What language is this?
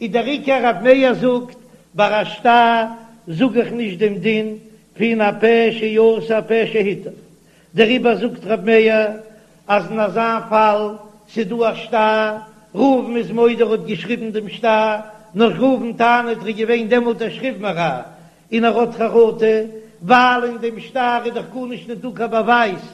Yiddish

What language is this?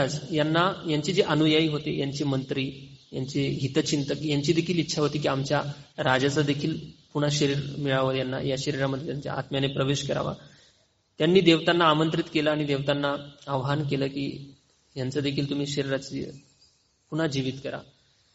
Marathi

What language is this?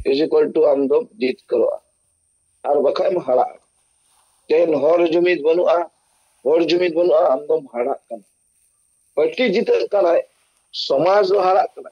Santali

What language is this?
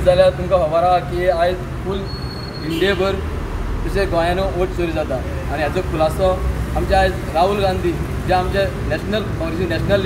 Konkani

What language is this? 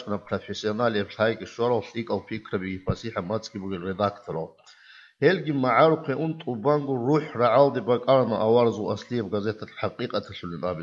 Avaric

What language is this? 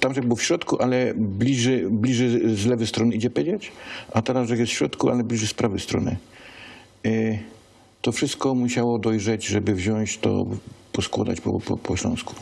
Silesian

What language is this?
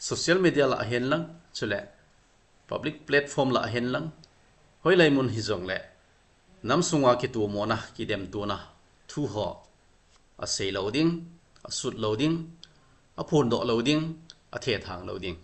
Thado Chin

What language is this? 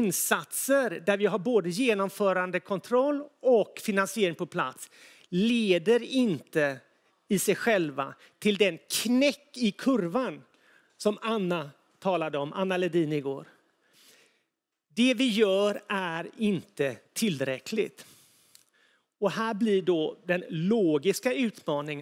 Swedish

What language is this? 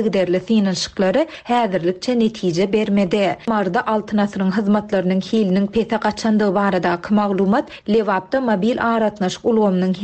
Turkmen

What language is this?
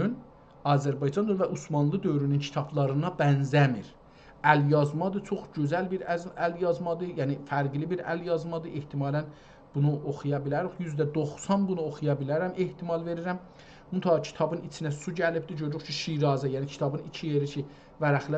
South Azerbaijani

